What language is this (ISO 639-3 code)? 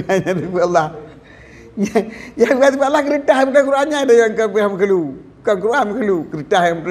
ace